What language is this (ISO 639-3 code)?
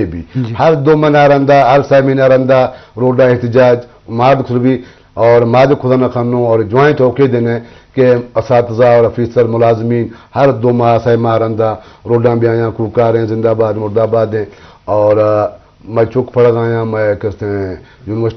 bgp